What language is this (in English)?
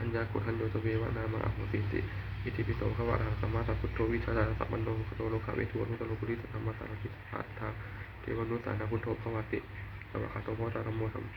Pali